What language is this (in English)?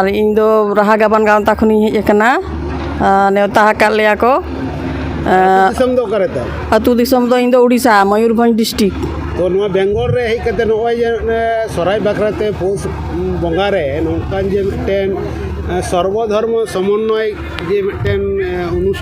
Santali